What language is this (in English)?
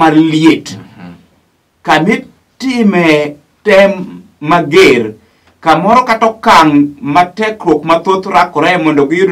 Luo (Kenya and Tanzania)